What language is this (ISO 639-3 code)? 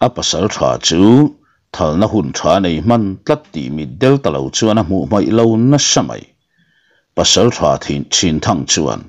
lus